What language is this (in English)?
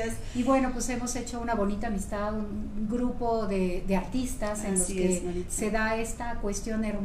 Spanish